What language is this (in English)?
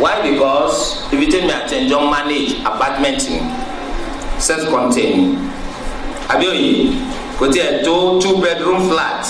Yoruba